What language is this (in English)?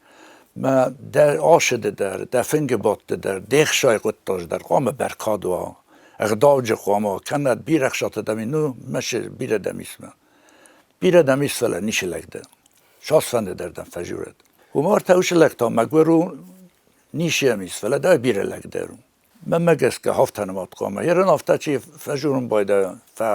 Ossetic